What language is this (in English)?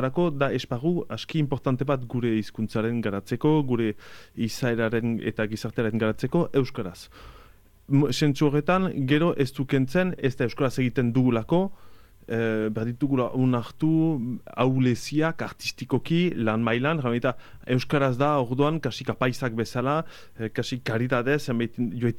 Basque